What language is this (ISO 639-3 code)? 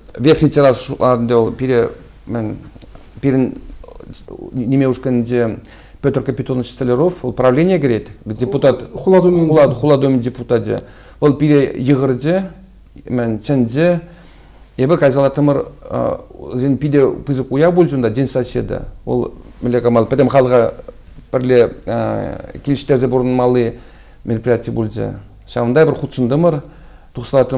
chv